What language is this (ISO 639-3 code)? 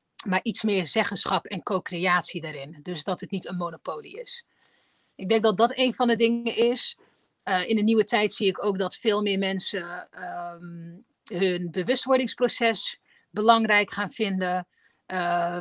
nld